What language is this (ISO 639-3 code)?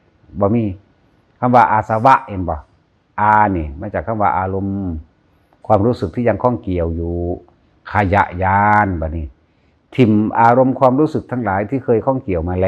tts